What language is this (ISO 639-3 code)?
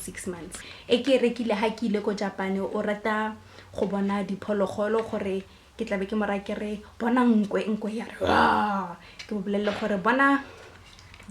tsn